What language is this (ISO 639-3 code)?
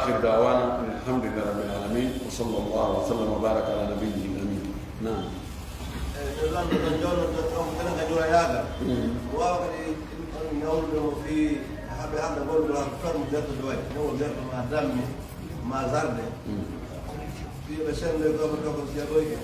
fuf